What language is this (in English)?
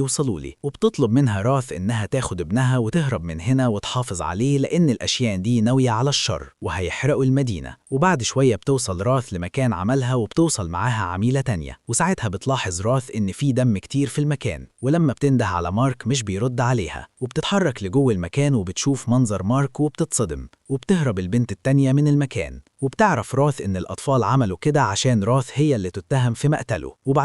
Egyptian Arabic